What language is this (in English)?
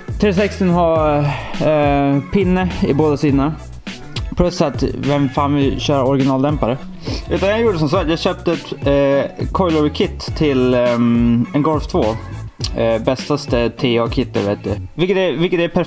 Swedish